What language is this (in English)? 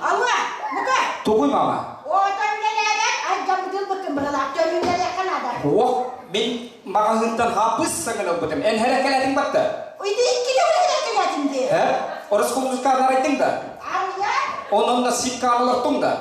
Yakut